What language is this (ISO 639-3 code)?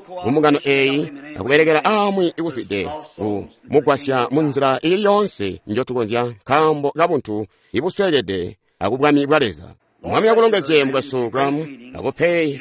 toi